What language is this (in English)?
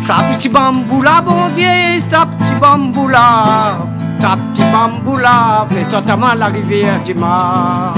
Réunion Creole French